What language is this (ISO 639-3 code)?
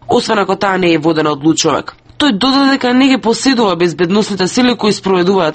mkd